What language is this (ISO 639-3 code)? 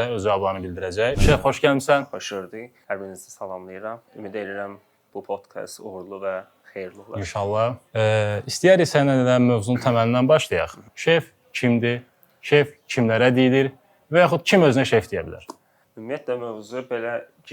aze